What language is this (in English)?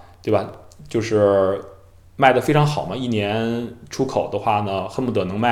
Chinese